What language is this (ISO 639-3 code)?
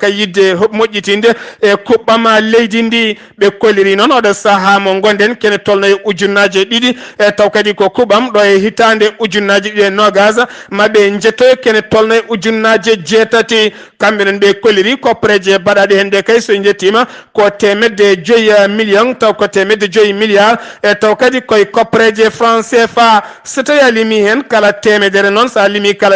ful